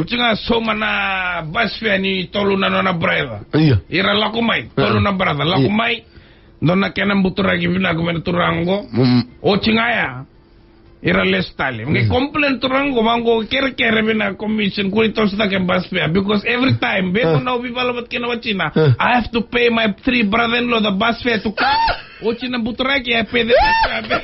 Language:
Fijian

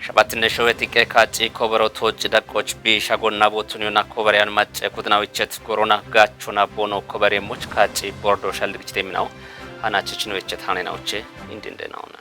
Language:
Kafa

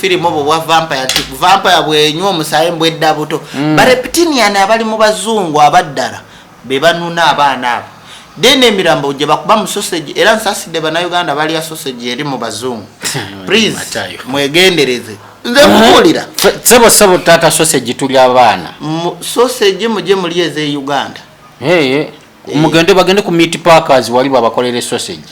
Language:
Ganda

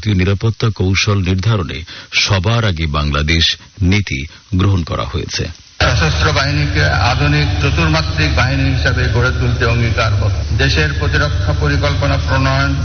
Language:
Bangla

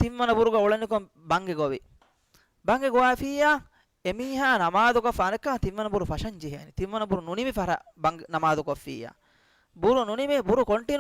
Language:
Divehi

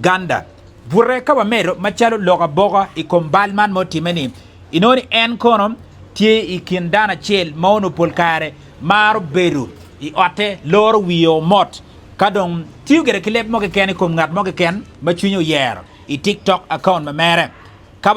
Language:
Acoli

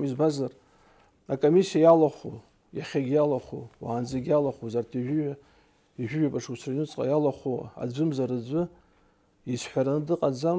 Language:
Abkhazian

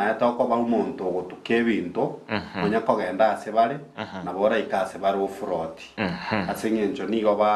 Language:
Gusii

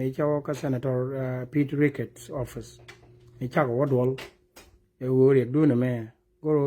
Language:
Nuer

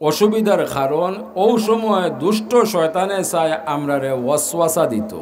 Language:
Sylheti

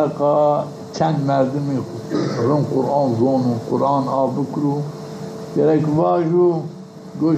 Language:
Zaza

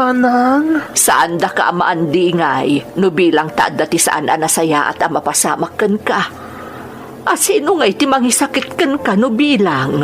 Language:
Iloko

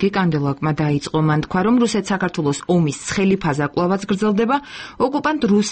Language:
Georgian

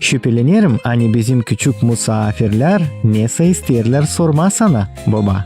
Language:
Gagauz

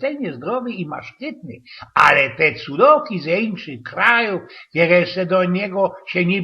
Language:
Silesian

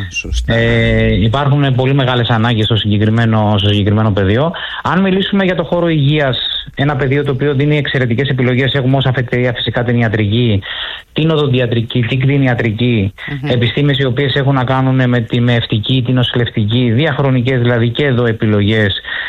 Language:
Greek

